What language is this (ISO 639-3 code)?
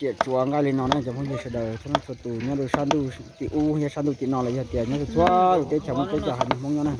hmn